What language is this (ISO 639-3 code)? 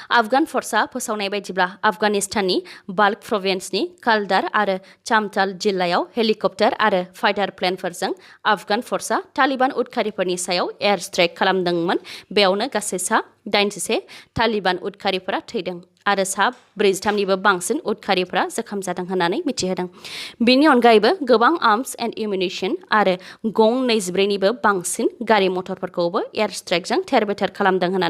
brx